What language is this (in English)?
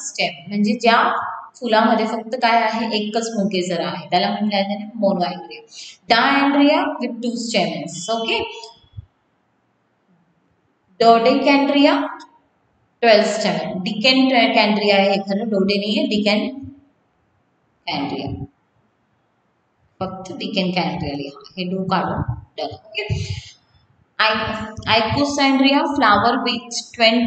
Marathi